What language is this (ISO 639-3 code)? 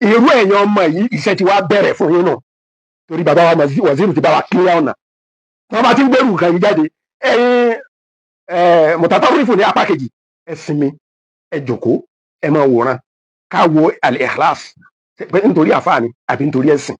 yor